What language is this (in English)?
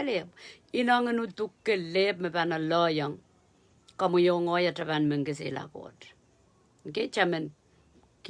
Pohnpeian